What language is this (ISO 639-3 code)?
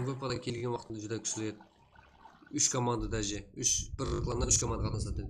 kaa